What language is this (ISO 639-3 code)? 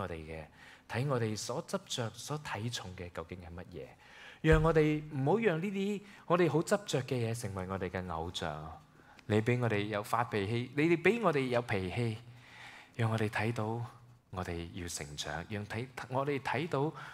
yue